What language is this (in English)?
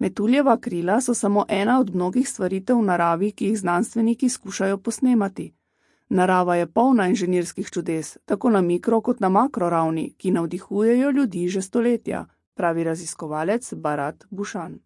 Slovenian